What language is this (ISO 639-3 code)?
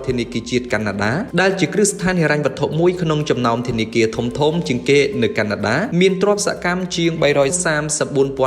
khm